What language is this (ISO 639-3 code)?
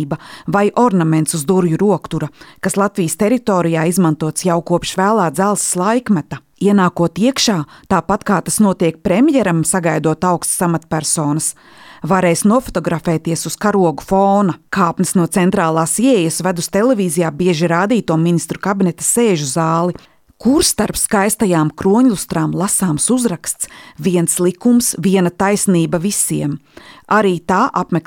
lav